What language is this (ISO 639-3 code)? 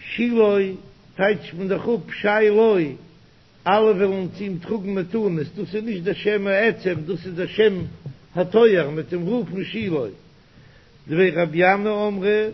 yid